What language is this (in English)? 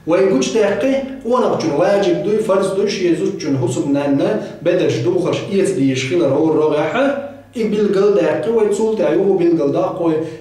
Chechen